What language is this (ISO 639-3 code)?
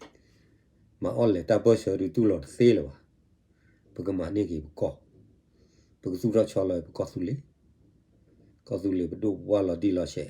ksw